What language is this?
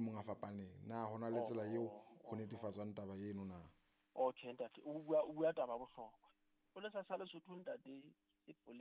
Southern Sotho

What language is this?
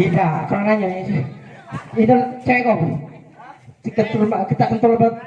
Musi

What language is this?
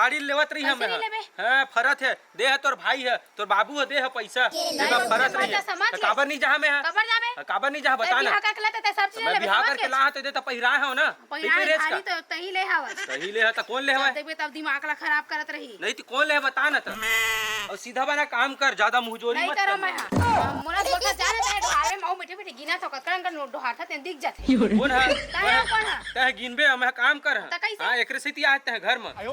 Chhattisgarhi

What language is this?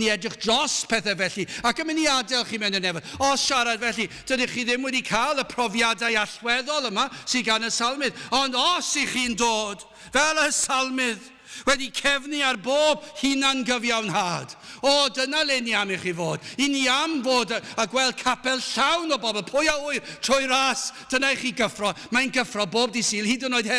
Welsh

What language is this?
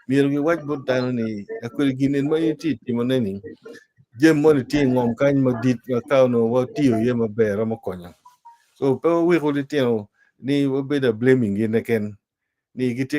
Acoli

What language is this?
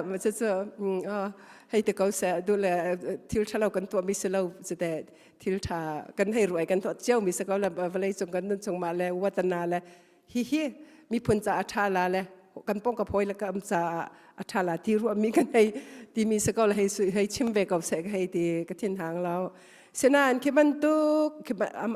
Hakha Chin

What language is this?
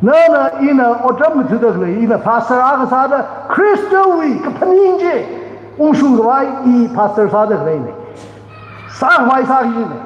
Tangkhul Naga (India)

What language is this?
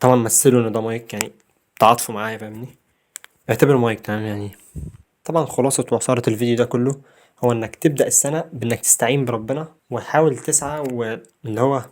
Egyptian Arabic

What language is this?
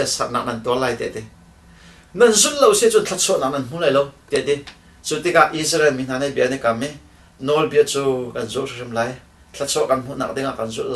Hakha Chin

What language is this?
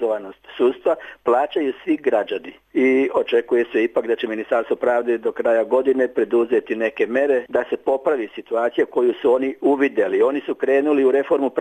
Serbian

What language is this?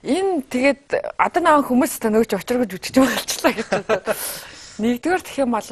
Mongolian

